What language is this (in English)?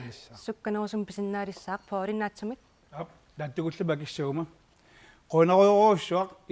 Kalaallisut